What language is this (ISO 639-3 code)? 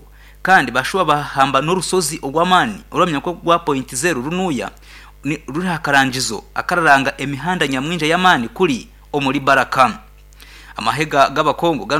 nyn